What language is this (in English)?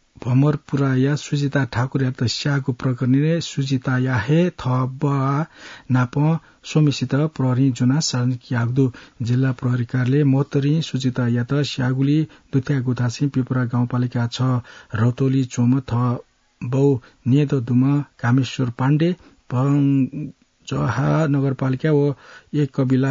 Newari